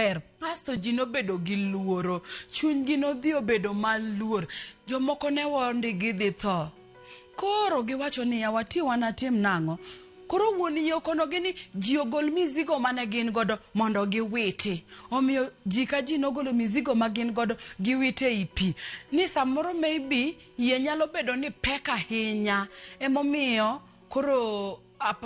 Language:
Luo (Kenya and Tanzania)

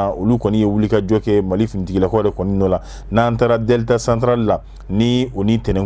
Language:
Bambara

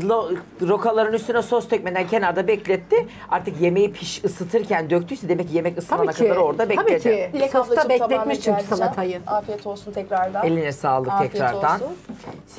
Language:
Turkish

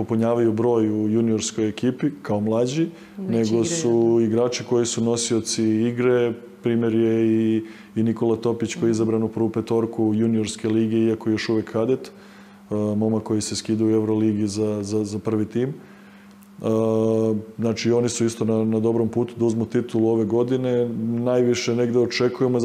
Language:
Serbian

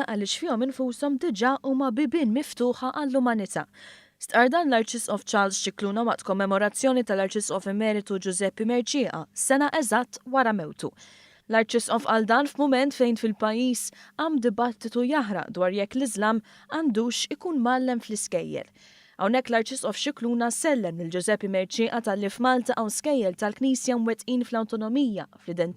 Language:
Maltese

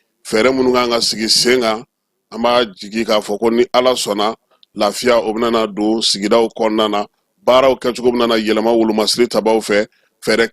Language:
Bambara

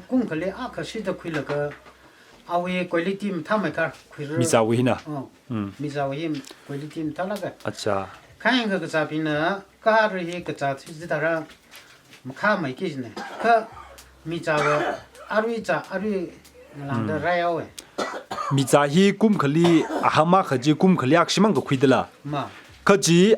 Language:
Tangkhul Naga (India)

